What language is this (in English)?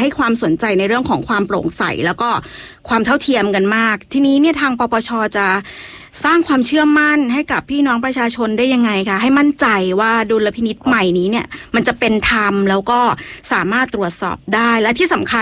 Thai